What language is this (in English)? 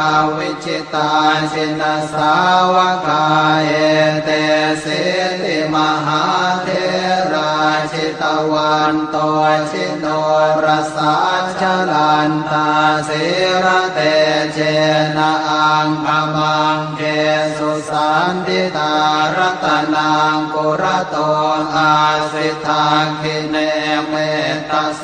Pali